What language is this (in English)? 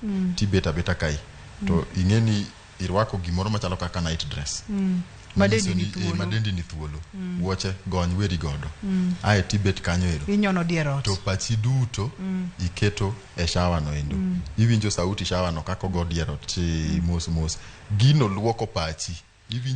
Luo (Kenya and Tanzania)